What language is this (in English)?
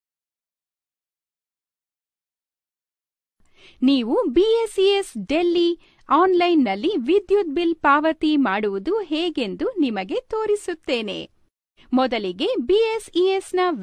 Kannada